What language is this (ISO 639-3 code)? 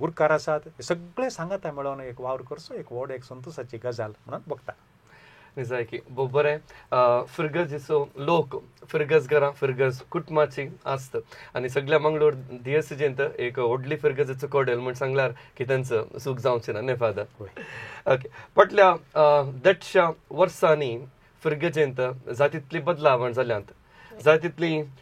kok